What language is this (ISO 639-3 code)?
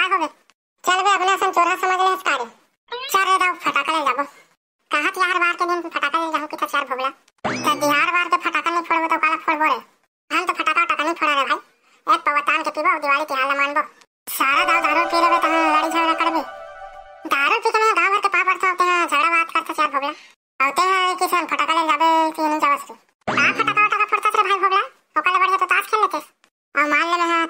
hne